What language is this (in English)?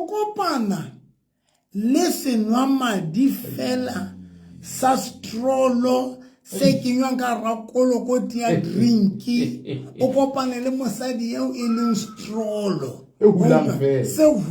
Southern Sotho